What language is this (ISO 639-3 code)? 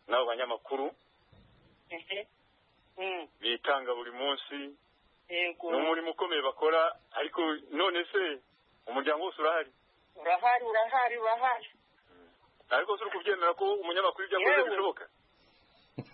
kin